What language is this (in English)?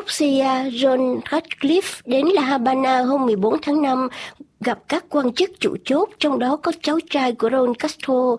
Vietnamese